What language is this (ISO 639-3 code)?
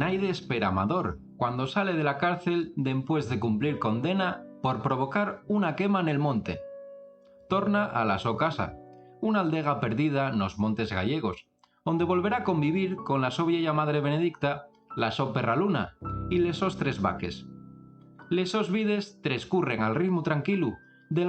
ast